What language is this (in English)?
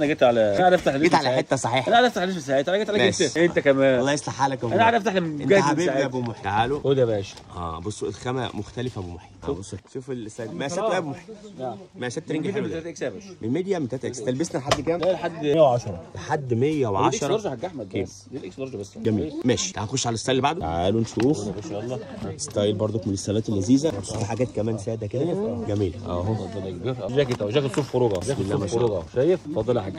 Egyptian Arabic